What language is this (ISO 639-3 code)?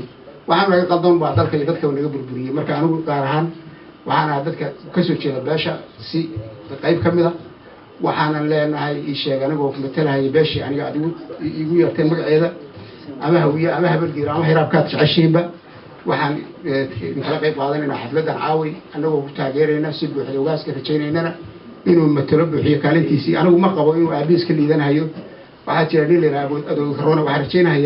som